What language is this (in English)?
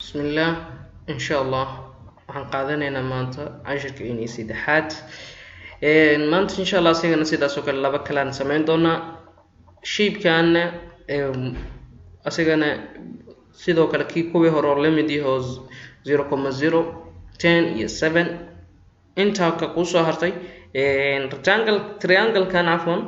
Somali